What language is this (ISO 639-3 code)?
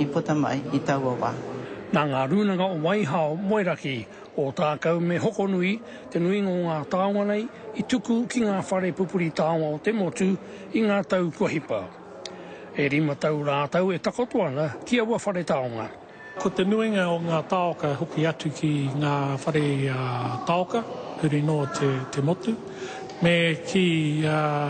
mri